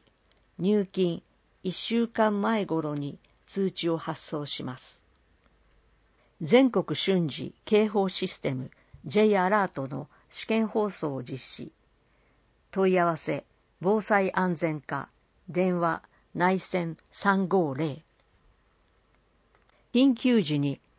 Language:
Japanese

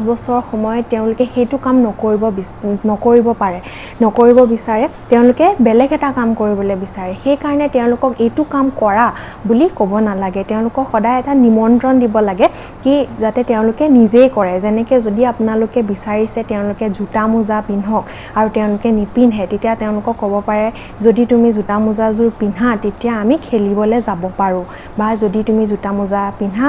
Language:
Assamese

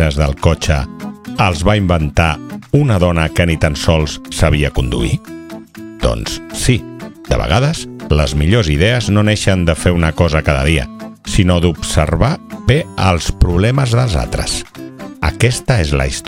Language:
Catalan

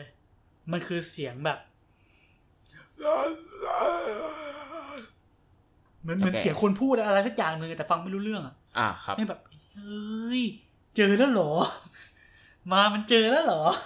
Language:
Thai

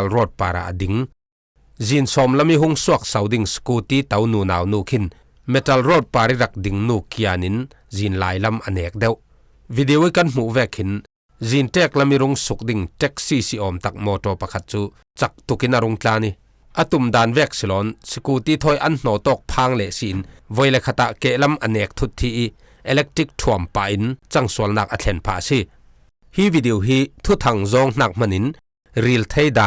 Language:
Falam Chin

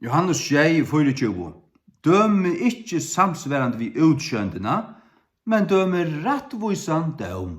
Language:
Faroese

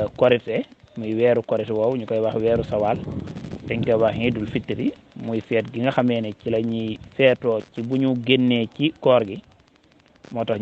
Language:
Wolof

